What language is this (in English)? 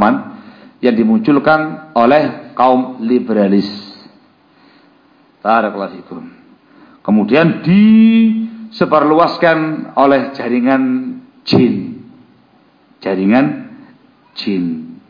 Indonesian